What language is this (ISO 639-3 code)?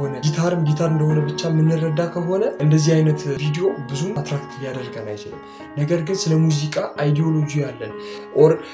amh